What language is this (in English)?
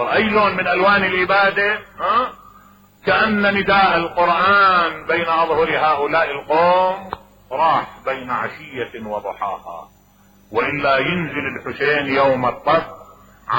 Mesopotamian Arabic